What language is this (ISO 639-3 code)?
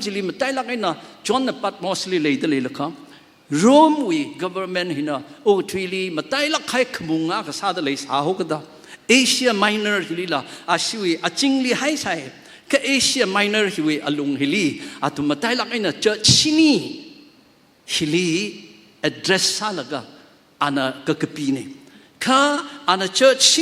nmf